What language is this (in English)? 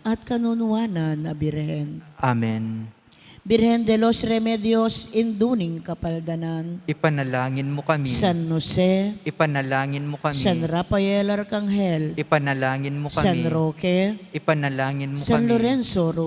Pampanga